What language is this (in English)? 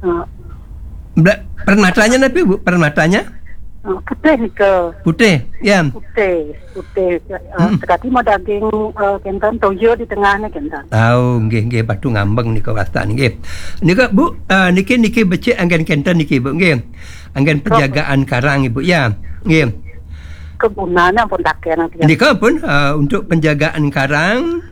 Balinese